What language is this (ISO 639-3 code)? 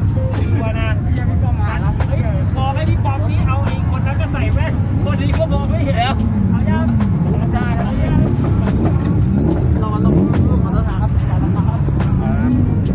tha